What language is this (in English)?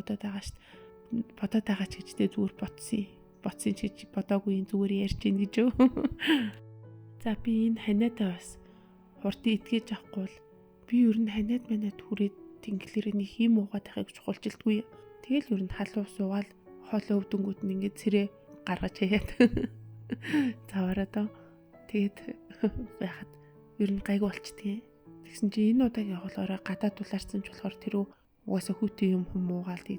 Mongolian